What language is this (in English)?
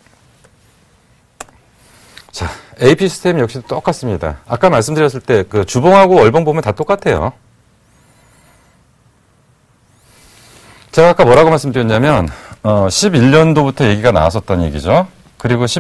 Korean